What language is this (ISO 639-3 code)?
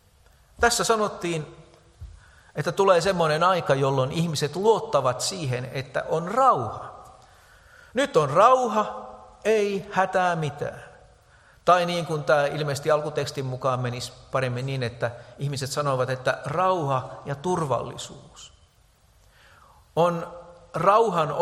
fin